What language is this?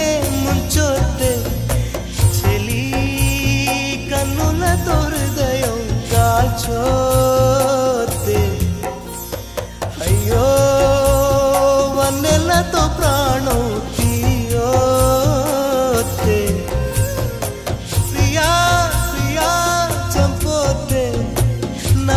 Telugu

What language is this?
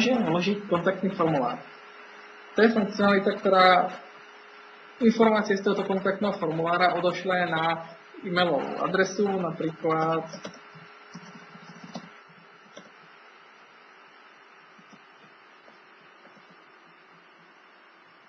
Slovak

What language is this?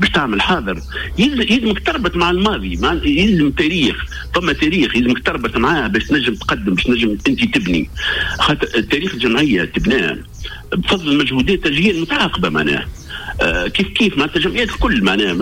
Tunisian Arabic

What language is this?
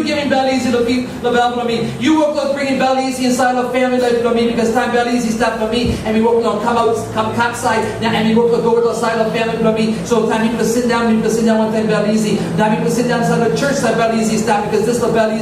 Tok Pisin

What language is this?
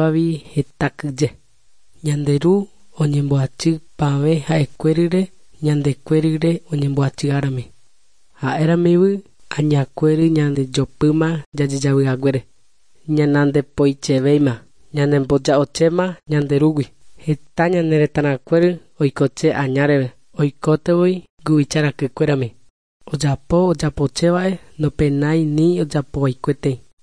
Guarani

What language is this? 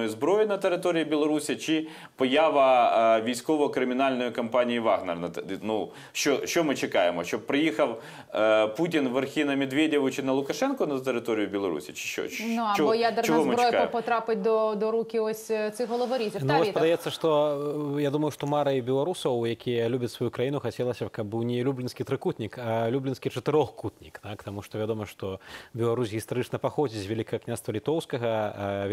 Ukrainian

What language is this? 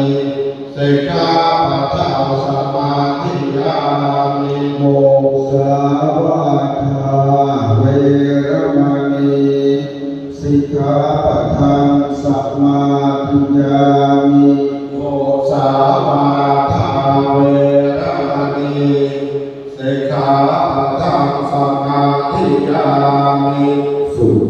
Pali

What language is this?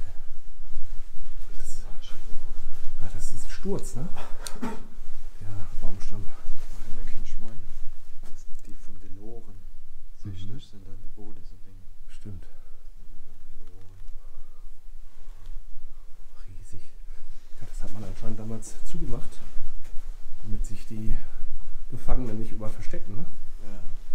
German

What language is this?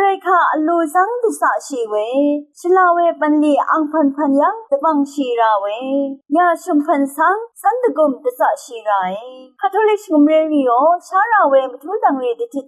Rawang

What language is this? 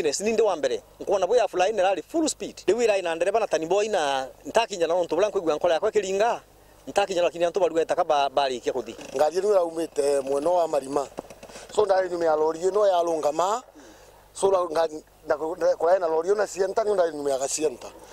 Meru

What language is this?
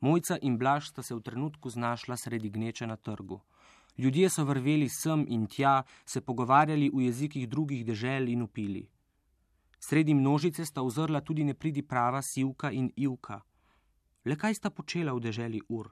Slovenian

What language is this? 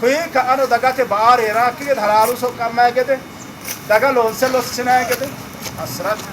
Sidamo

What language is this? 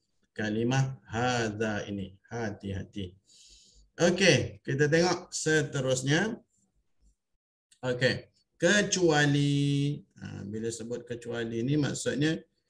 Malay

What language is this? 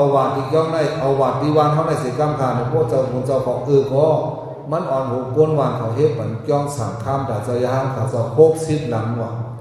Shan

